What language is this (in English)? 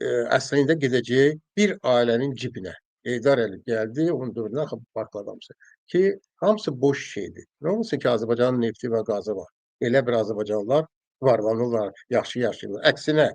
Azerbaijani